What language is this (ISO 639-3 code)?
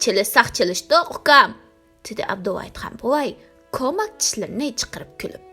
uig